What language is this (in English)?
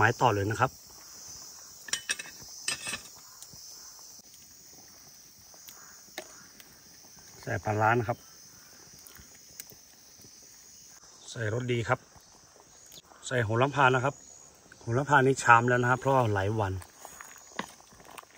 Thai